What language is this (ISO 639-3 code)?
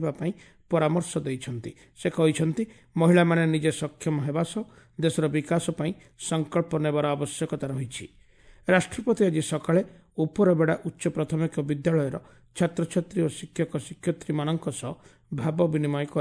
ori